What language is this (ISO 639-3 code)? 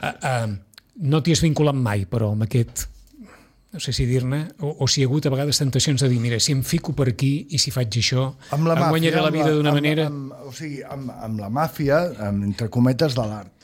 cat